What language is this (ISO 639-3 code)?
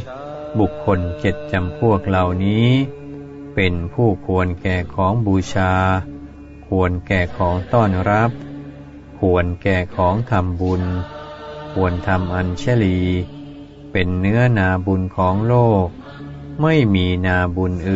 tha